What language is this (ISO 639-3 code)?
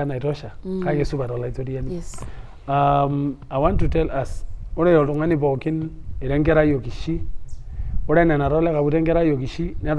mas